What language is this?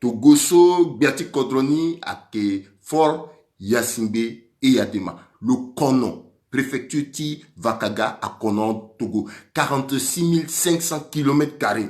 Sango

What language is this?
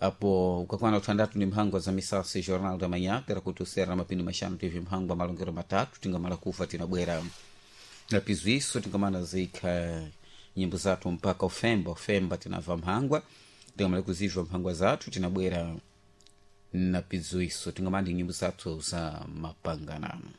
Sena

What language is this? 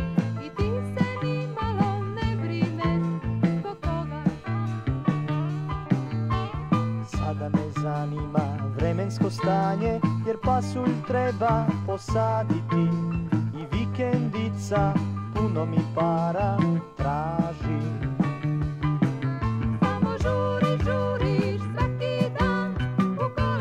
Serbian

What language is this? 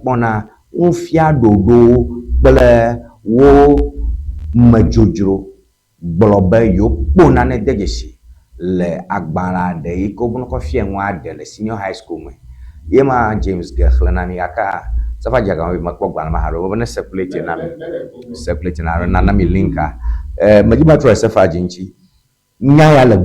Ewe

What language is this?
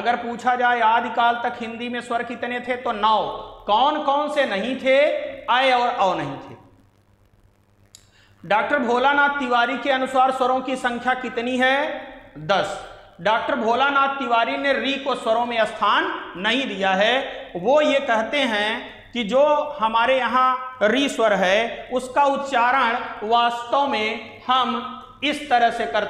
Hindi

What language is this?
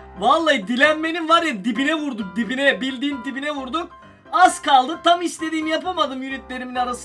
Turkish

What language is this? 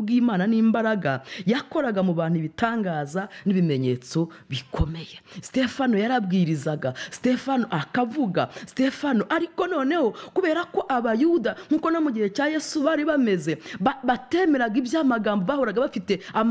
Kinyarwanda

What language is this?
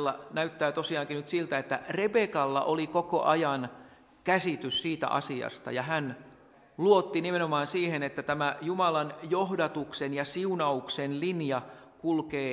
Finnish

